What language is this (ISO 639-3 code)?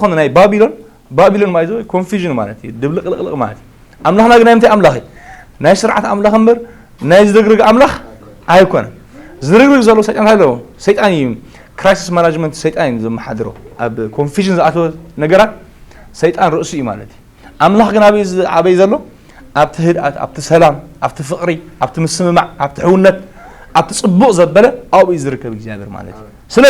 tir